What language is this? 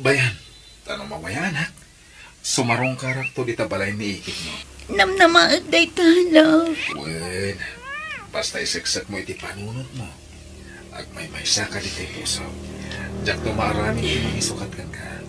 Iloko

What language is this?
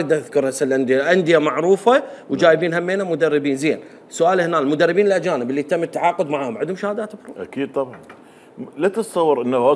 Mesopotamian Arabic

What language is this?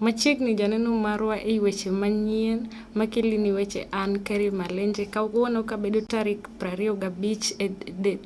Luo (Kenya and Tanzania)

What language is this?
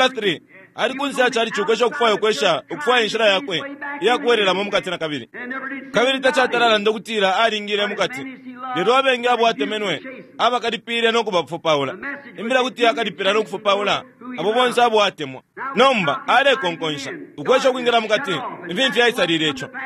Bemba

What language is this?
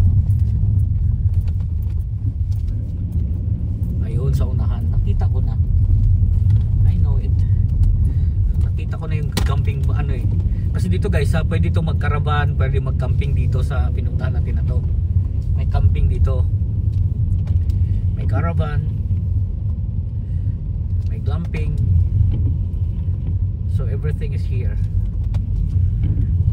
Filipino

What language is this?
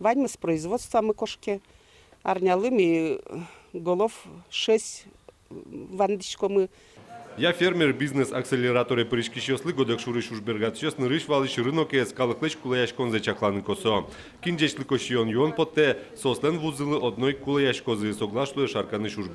Udmurt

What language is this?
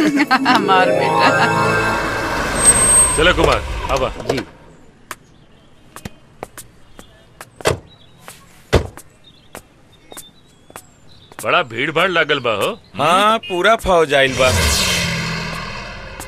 Bhojpuri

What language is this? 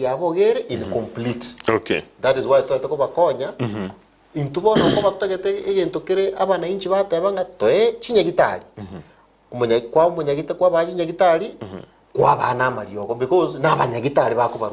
Gusii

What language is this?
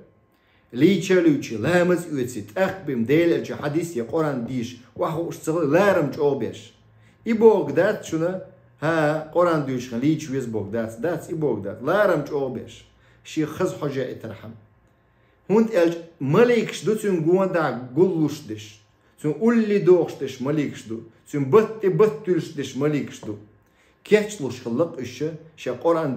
Chechen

